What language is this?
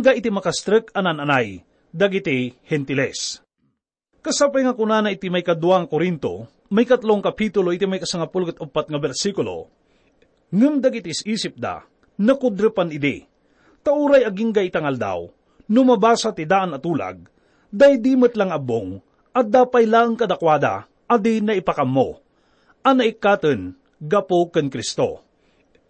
Iloko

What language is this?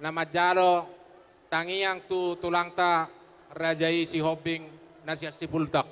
Batak Toba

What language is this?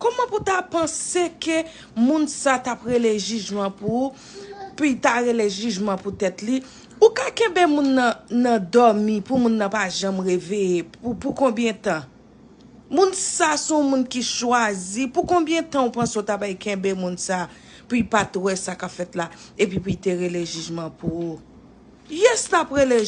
Haitian Creole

